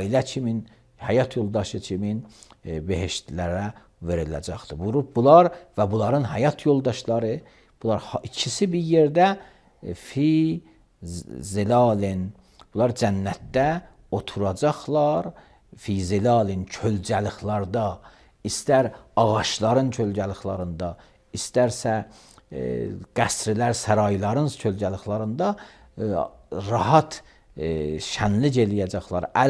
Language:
Azerbaijani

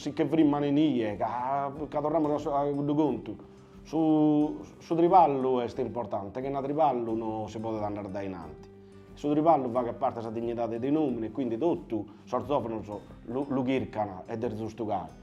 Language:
Sardinian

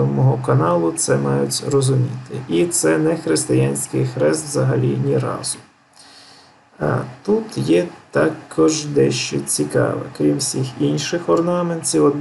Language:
Ukrainian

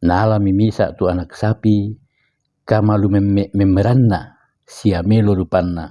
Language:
Toraja-Sa'dan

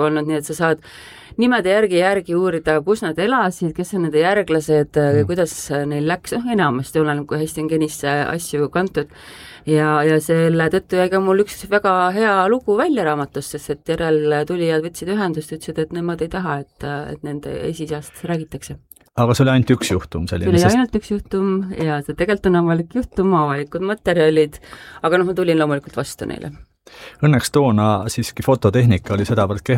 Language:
Estonian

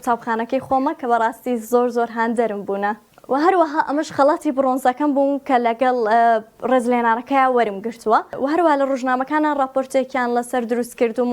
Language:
Central Kurdish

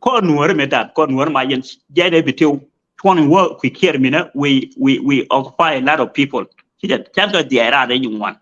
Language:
Nuer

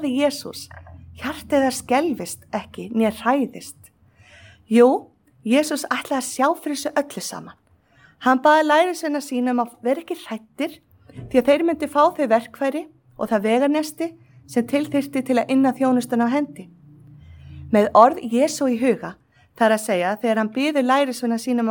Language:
Icelandic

